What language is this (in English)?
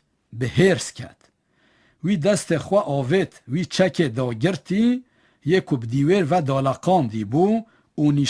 Kurdish